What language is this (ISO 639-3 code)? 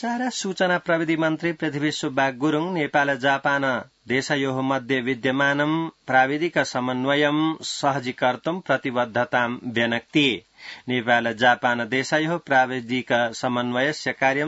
san